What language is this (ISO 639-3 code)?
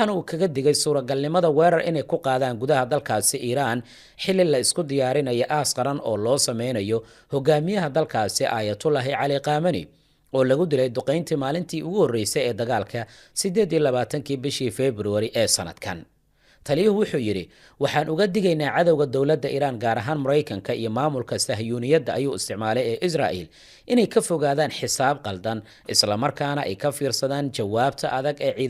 som